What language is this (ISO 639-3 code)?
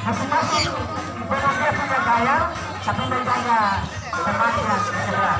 pmy